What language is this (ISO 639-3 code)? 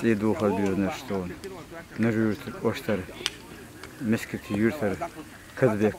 che